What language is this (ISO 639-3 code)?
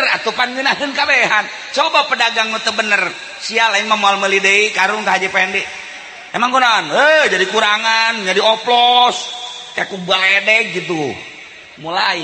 sun